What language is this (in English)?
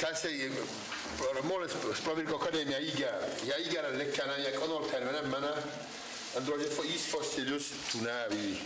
Ossetic